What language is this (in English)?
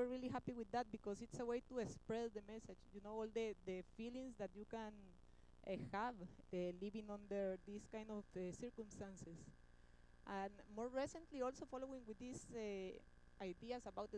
English